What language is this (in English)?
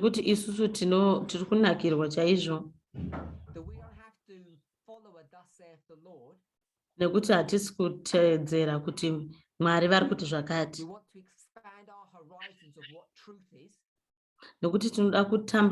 Shona